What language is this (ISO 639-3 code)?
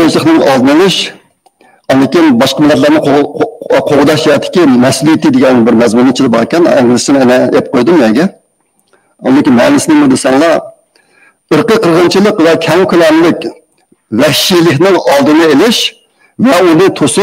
uig